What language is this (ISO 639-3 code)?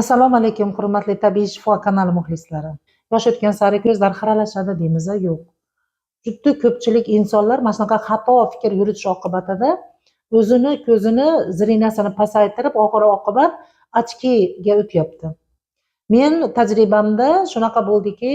uzb